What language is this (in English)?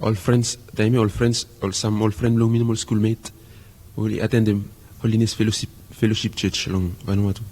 Bislama